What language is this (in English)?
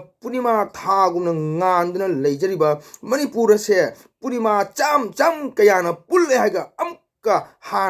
Manipuri